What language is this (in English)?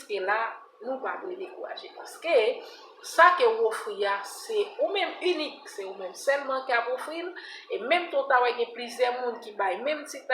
Haitian Creole